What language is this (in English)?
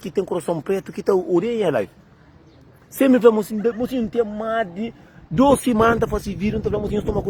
Kabuverdianu